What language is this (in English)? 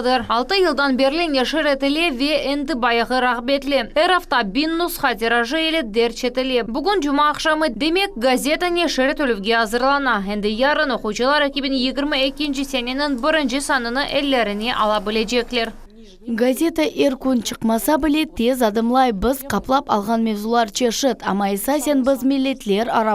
Crimean Tatar